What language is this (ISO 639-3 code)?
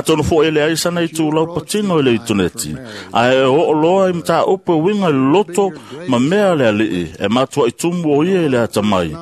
smo